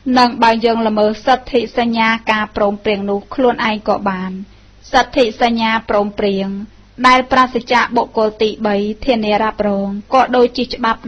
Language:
Khmer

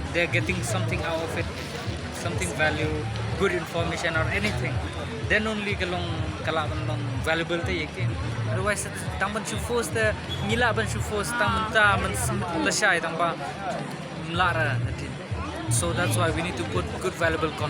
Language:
Khasi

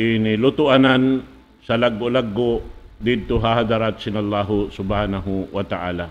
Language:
Tausug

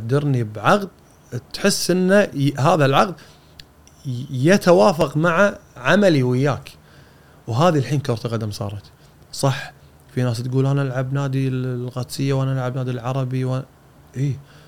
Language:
Gulf Arabic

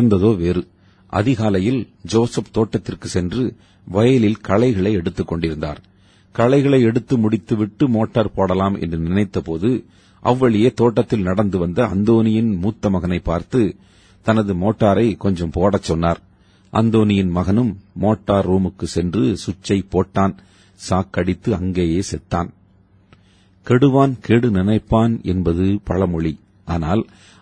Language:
Tamil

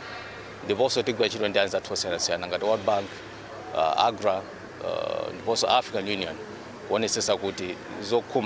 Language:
Nyanja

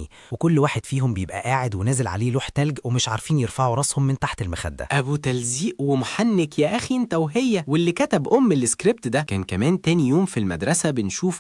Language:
Egyptian Arabic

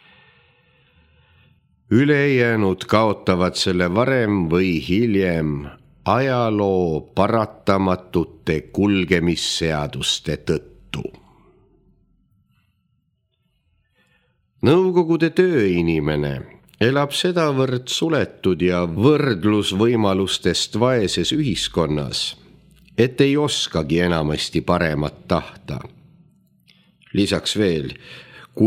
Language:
Estonian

